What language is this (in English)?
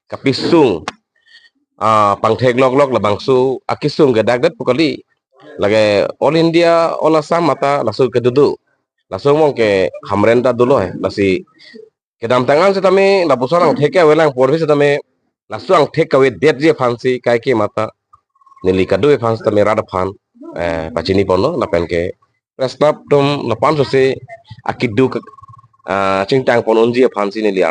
Karbi